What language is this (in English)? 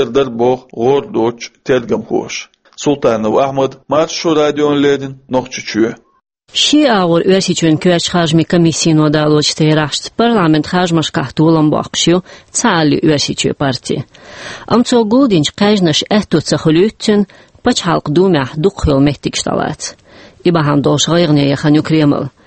Chechen